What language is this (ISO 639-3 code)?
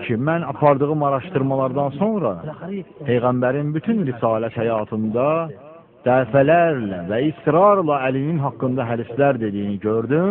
aze